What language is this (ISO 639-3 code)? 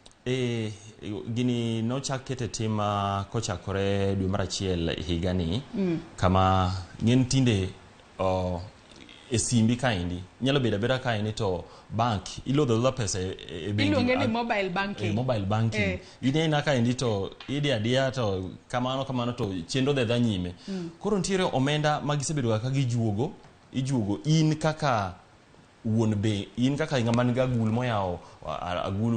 luo